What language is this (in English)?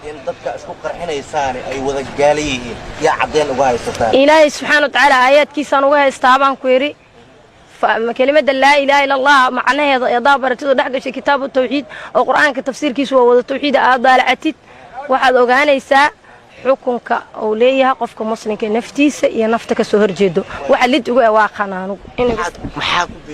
Somali